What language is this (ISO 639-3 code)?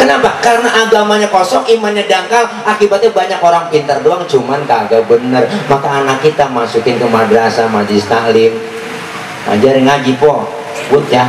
bew